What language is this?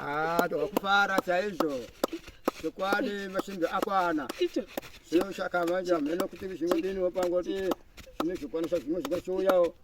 Shona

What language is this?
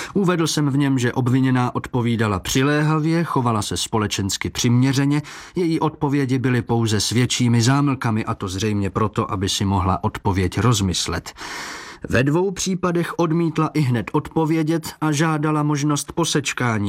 Czech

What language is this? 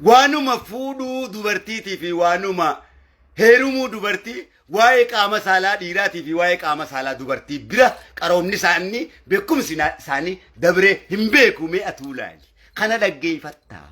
Oromo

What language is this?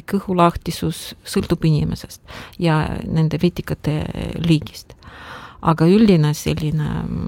Estonian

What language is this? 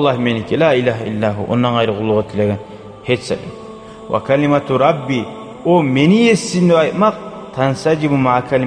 Kumyk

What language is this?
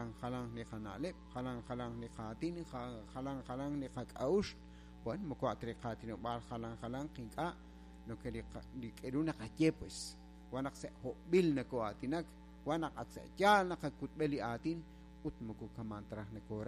Kekchí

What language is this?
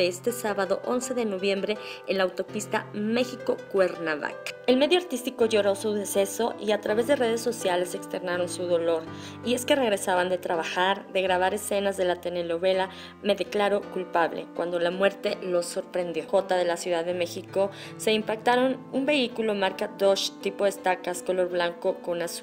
Spanish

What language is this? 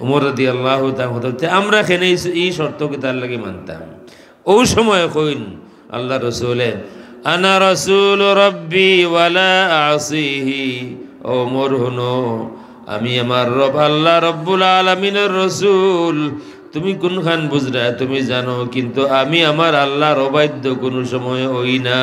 Sylheti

